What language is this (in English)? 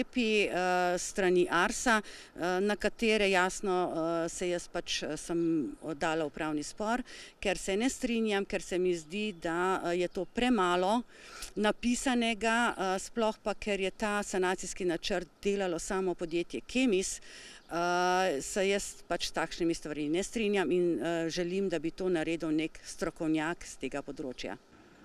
Slovenian